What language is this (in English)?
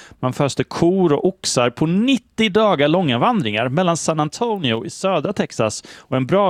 Swedish